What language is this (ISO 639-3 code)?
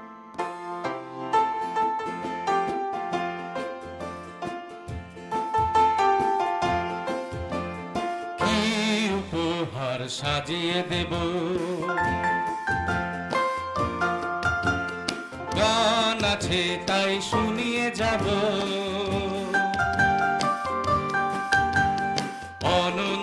ben